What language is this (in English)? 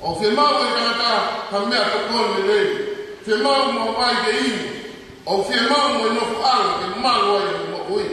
Tongan